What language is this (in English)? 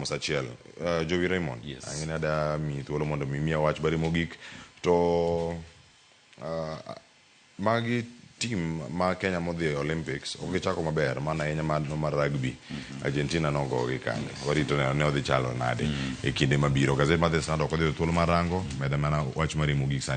Luo (Kenya and Tanzania)